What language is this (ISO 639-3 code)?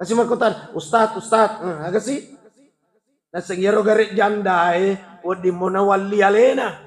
bug